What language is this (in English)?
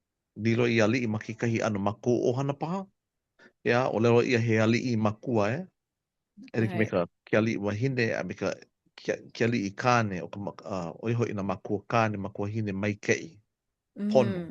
Hawaiian